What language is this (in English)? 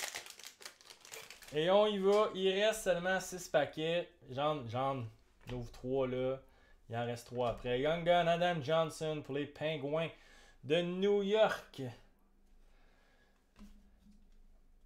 French